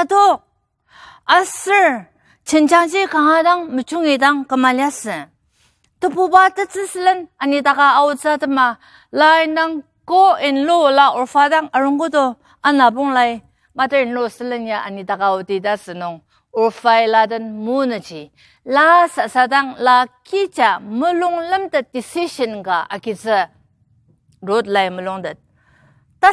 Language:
Ao Naga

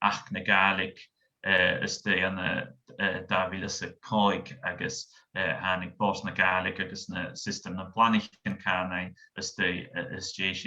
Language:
Scottish Gaelic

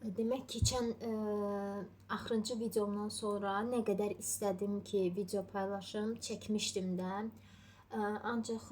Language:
Azerbaijani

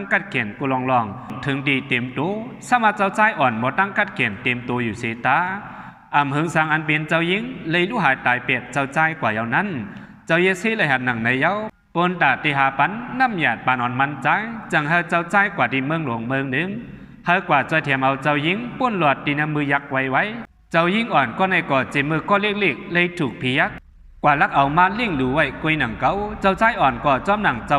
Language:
Shan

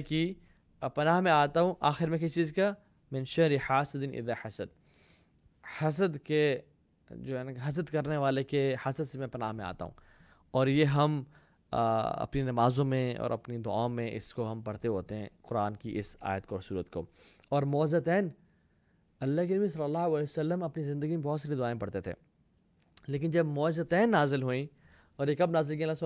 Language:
Urdu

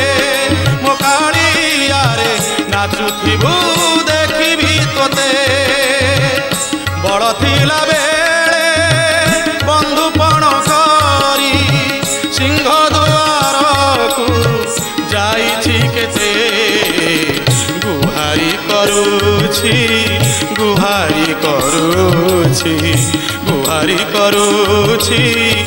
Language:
Odia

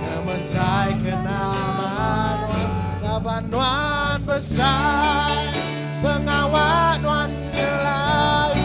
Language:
Iban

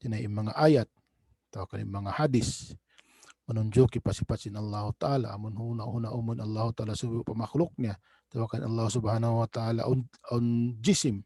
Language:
Tausug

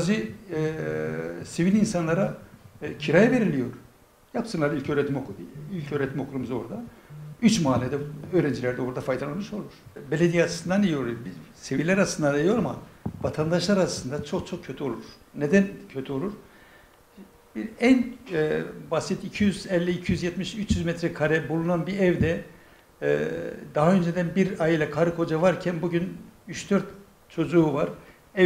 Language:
Turkish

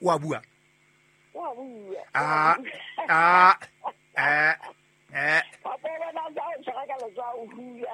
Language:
Southern Sotho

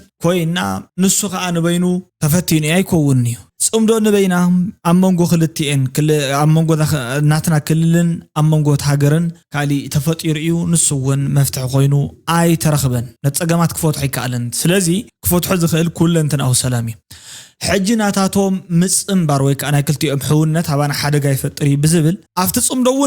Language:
Tigrinya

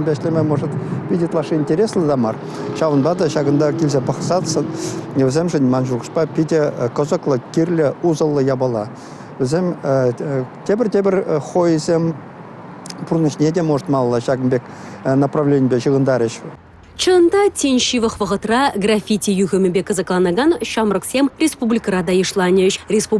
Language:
Chuvash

